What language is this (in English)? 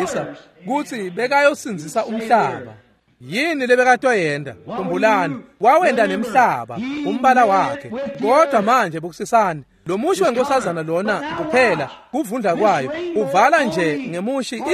Swati